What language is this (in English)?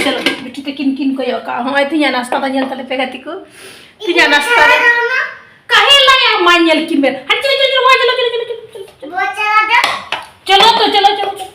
Santali